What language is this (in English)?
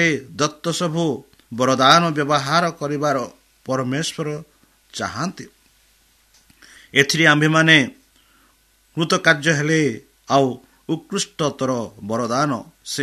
Odia